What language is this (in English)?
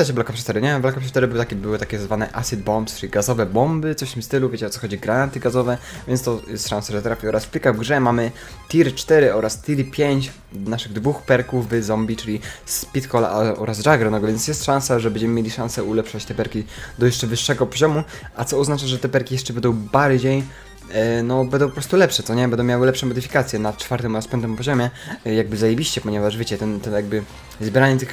Polish